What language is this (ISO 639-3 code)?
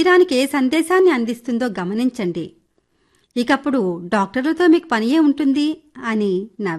tel